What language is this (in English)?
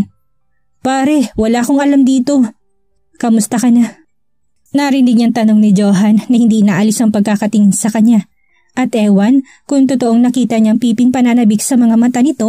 Filipino